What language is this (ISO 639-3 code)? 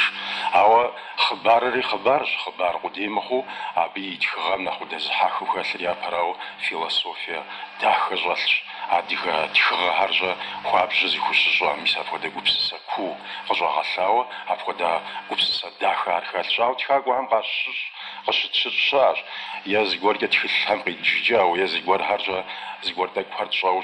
kbd